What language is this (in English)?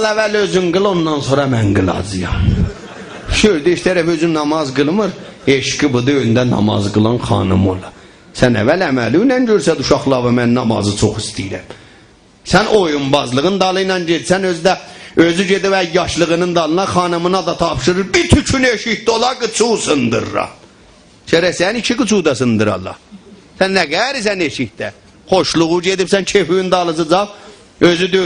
South Azerbaijani